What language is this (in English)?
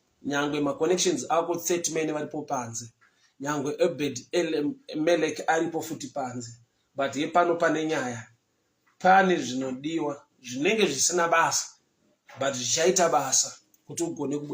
Shona